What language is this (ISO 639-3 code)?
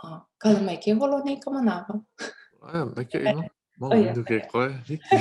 haw